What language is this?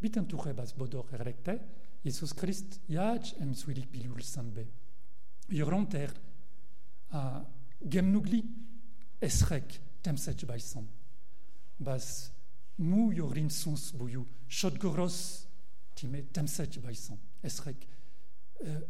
Mongolian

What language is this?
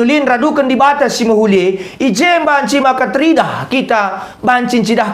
Batak Karo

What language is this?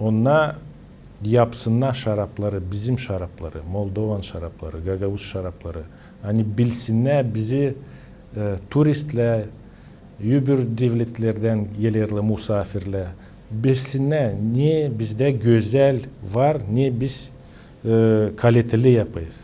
Gagauz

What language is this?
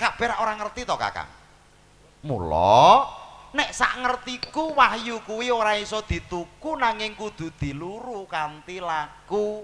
Javanese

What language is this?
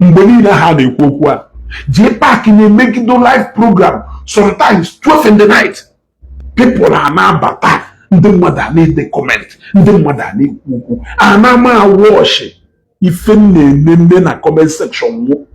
Igbo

